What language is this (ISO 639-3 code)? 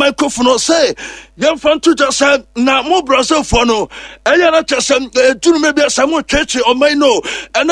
aka